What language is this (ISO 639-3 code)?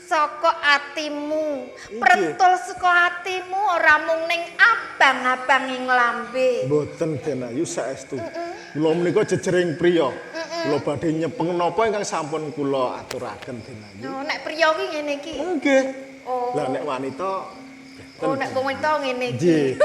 jav